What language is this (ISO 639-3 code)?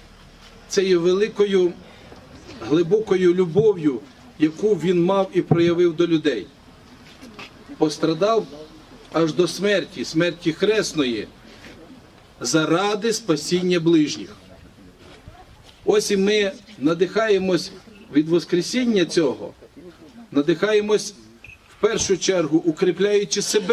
ukr